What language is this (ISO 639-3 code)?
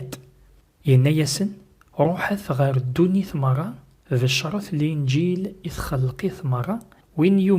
kab